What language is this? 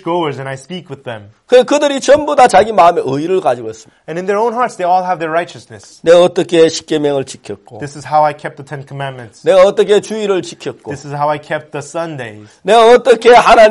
Korean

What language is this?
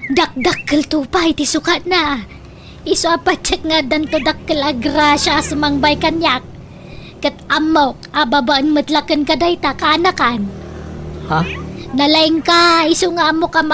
Iloko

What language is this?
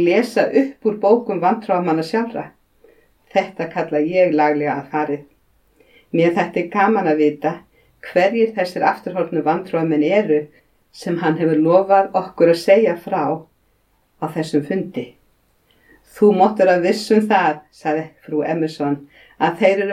Icelandic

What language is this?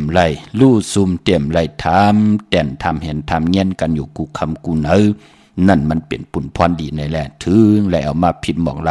Shan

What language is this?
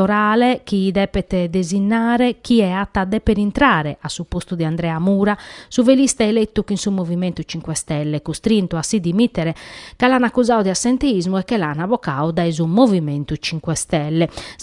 Sardinian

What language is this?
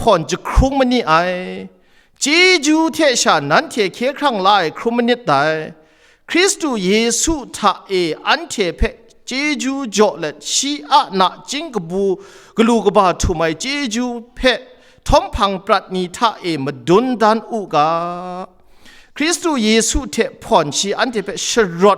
Kachin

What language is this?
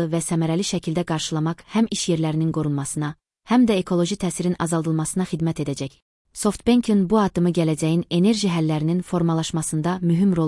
Azerbaijani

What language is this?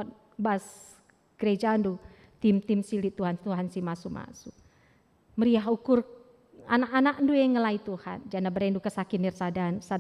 Batak Karo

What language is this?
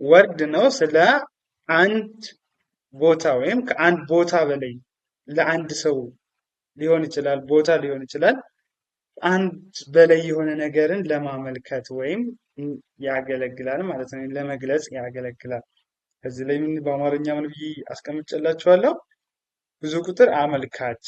Amharic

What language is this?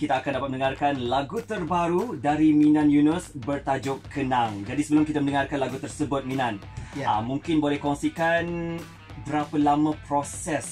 Malay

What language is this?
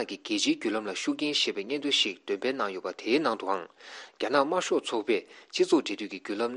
Tibetan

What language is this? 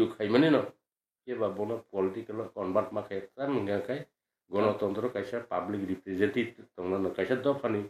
Kok Borok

